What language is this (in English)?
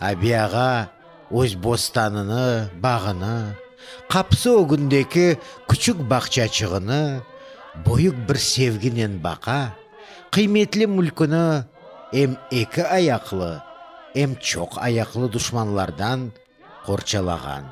Crimean Tatar